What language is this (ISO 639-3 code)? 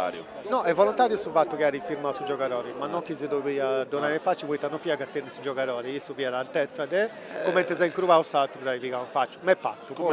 srd